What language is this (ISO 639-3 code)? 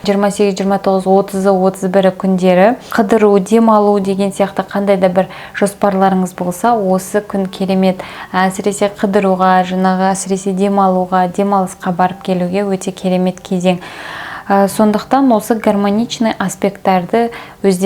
kaz